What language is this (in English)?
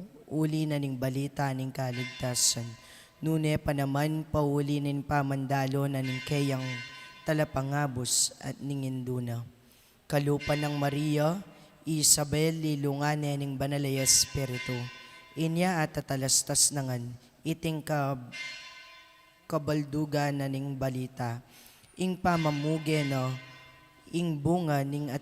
Pampanga